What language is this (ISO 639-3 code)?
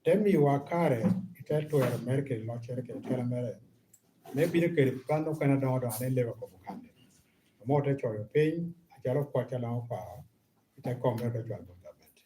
laj